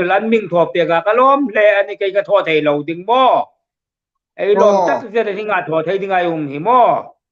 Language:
Hmar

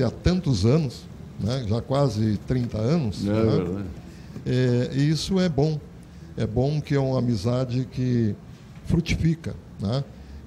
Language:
Portuguese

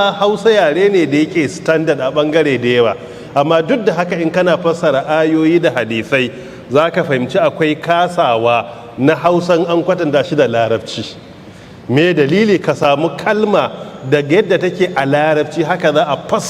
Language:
Hausa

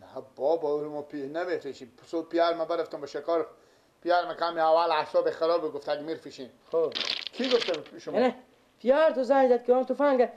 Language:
Persian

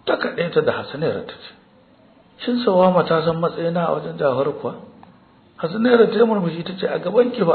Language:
Hausa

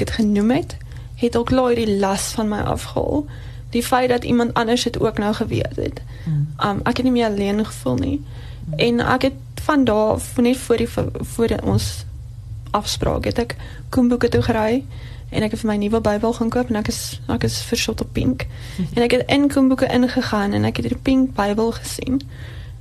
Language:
Afrikaans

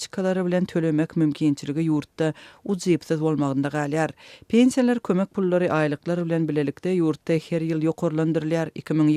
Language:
Turkmen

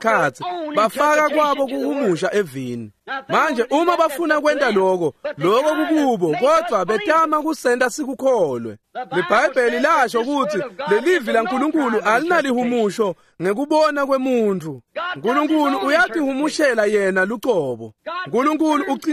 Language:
Swati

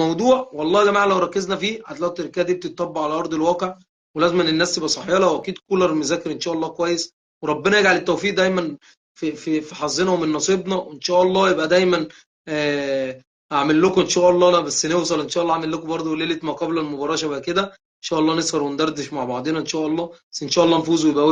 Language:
Egyptian Arabic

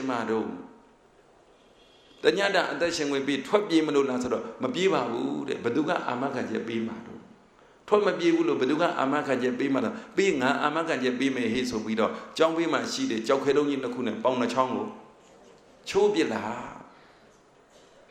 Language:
Burmese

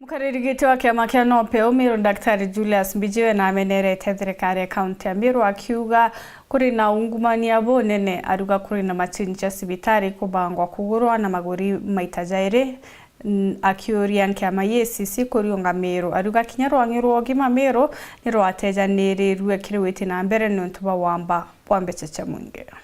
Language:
Meru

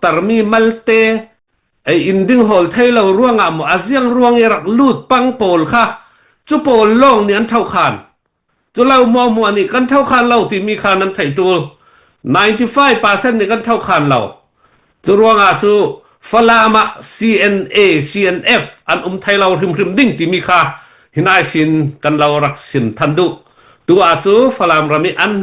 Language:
Falam Chin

